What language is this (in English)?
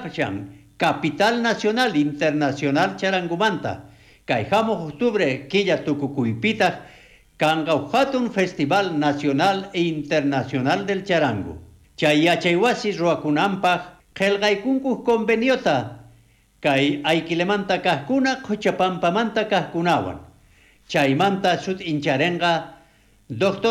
South Bolivian Quechua